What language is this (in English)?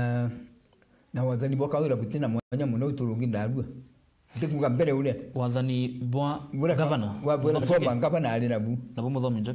Meru